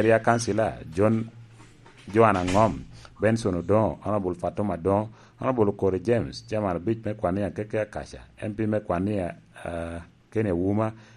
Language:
Lango (Uganda)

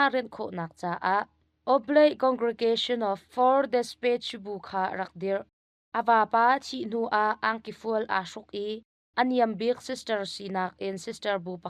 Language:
Hakha Chin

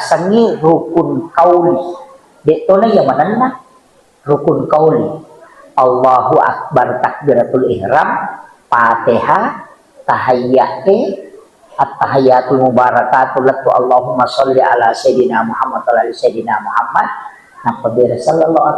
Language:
Buginese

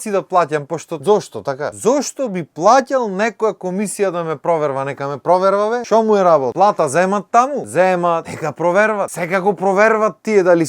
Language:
Macedonian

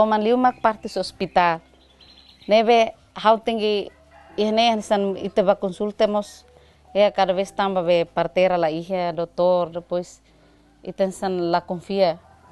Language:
Tetum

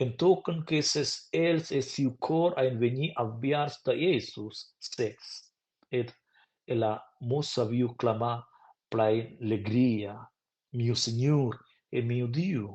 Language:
Romansh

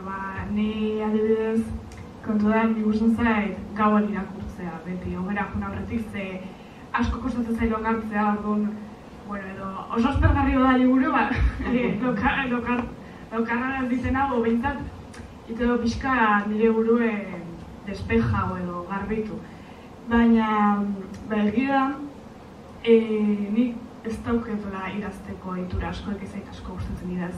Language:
Basque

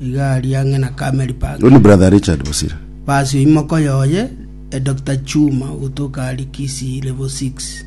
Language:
Gusii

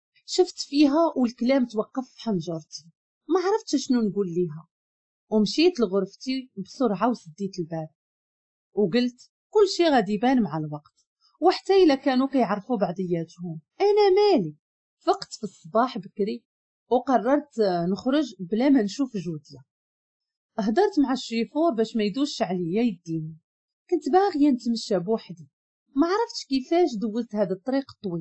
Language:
Moroccan Arabic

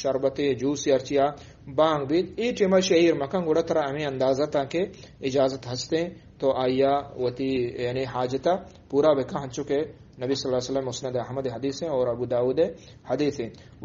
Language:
Eastern Balochi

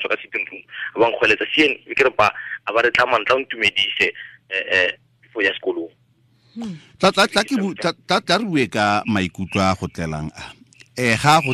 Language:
Tswana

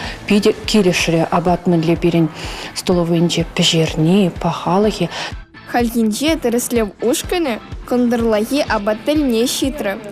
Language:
Chuvash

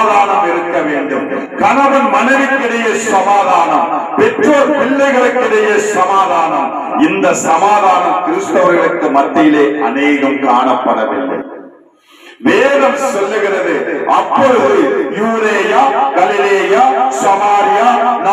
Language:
Tamil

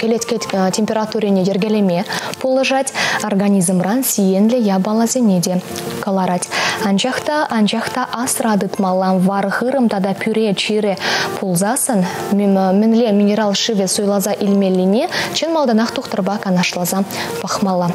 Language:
Chuvash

